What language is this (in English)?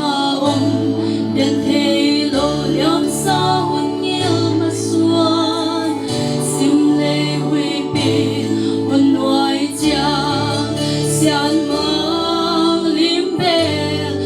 Paite Chin